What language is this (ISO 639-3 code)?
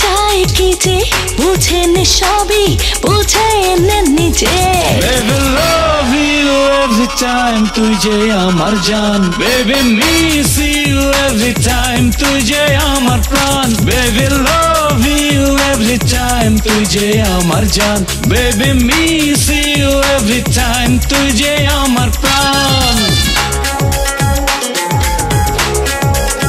ben